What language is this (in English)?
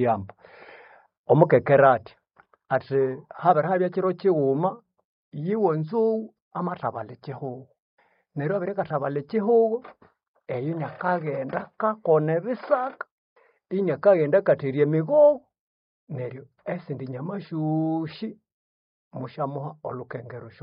Nande